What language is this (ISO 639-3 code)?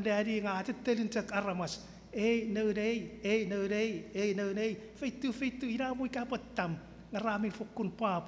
chk